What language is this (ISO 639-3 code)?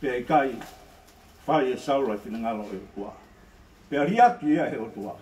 ton